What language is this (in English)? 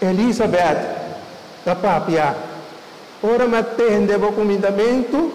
Papiamento